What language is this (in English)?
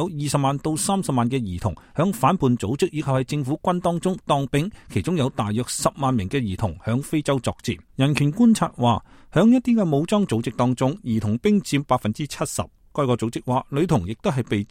Cantonese